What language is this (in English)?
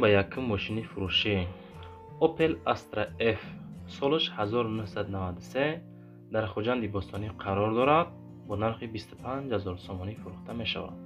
Tajik